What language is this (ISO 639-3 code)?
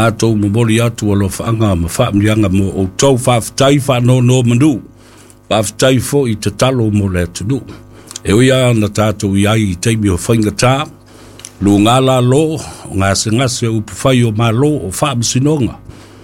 smo